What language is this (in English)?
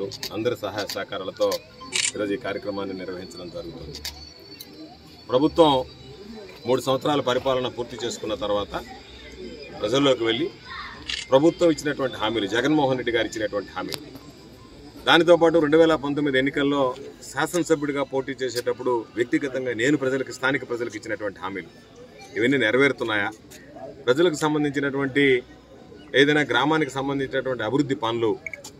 Telugu